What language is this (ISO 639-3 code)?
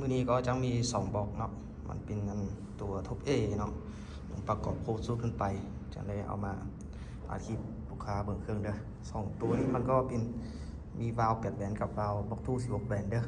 lao